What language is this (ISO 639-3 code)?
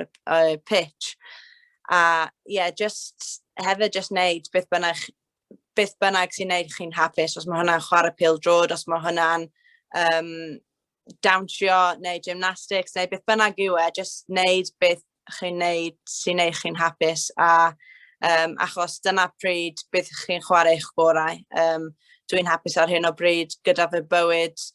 cym